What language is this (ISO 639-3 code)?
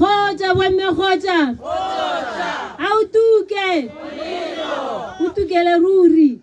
tsn